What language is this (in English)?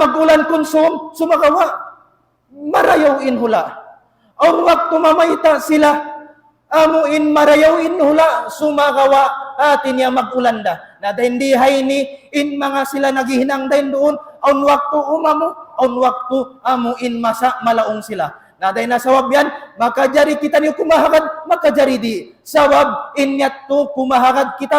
Tausug